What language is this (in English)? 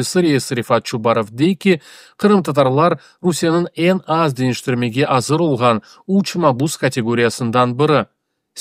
Crimean Tatar